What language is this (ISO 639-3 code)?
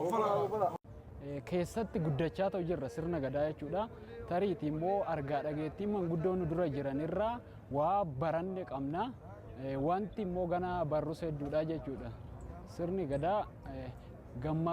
orm